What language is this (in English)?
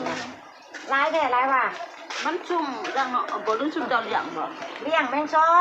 Northeastern Thai